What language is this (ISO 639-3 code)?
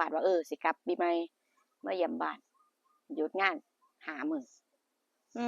tts